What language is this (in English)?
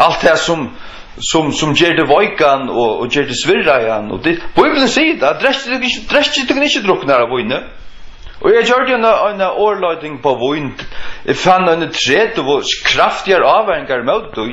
Faroese